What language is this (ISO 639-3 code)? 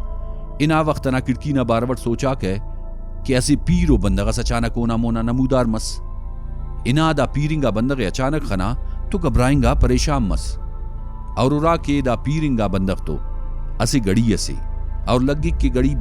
brh